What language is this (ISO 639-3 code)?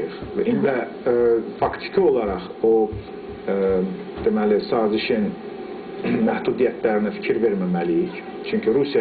aze